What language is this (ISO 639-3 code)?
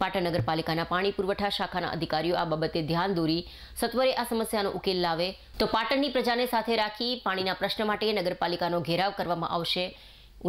guj